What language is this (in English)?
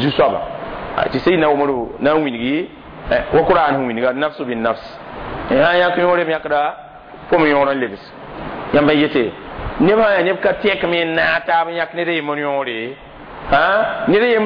Mossi